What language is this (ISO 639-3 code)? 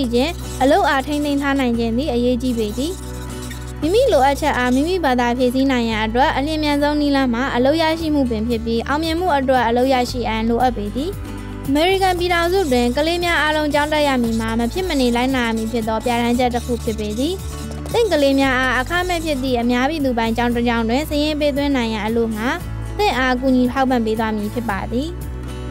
mya